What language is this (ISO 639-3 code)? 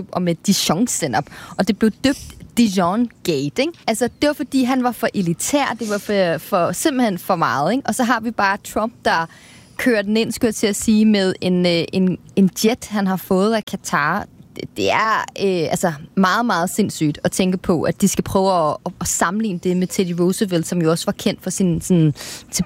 dan